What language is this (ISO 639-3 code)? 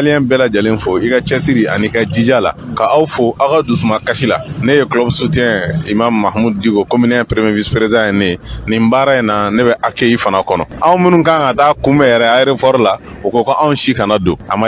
bam